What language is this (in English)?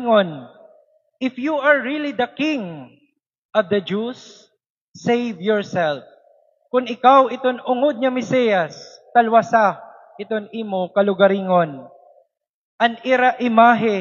Waray